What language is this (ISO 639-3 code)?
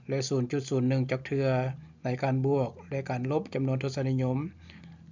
lao